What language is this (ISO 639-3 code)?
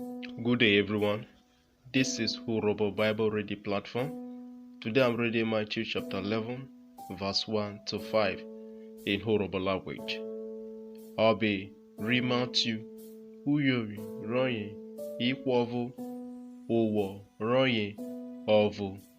urh